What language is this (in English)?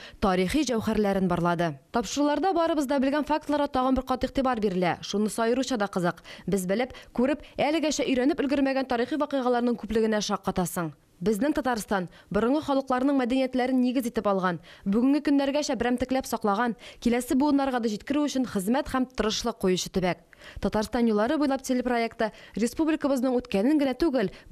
Tatar